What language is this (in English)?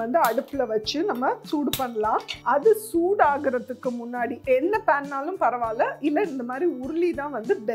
Tamil